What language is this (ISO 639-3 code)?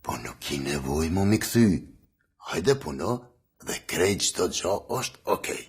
sqi